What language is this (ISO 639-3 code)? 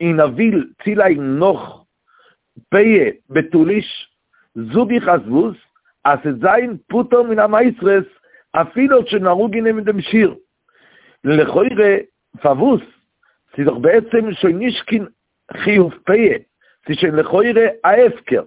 yid